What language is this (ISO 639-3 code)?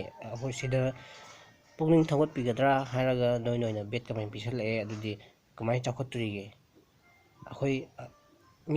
mni